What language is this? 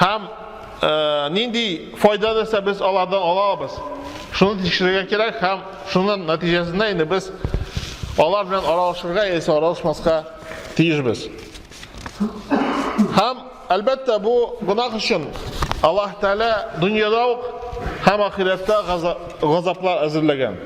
Tatar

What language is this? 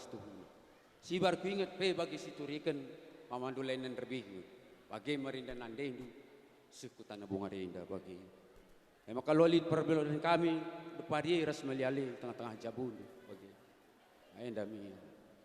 Batak Karo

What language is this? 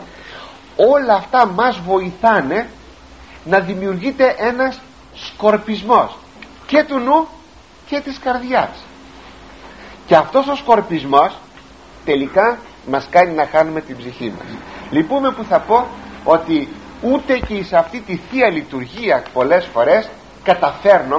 Greek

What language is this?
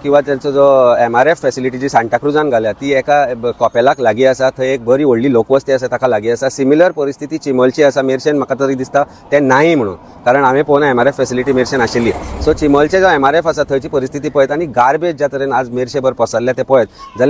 Konkani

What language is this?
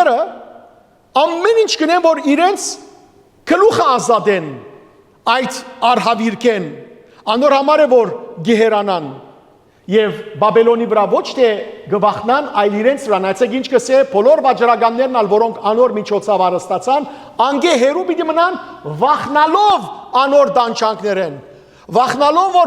Western Armenian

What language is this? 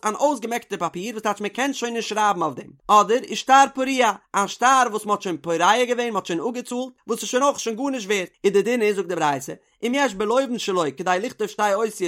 Yiddish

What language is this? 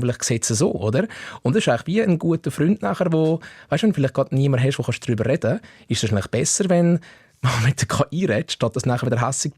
Swiss German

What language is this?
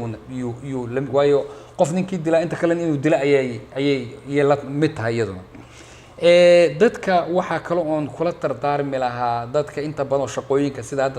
Somali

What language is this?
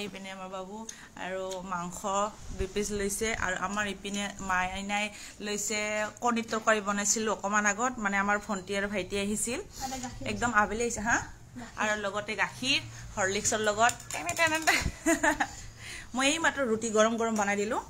Assamese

